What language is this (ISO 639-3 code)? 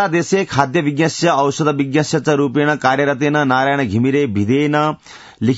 san